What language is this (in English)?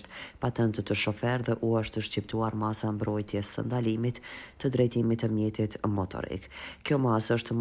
Albanian